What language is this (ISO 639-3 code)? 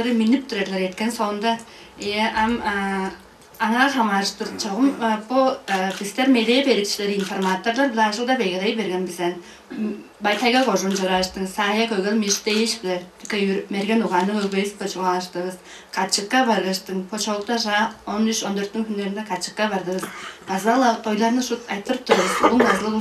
tyv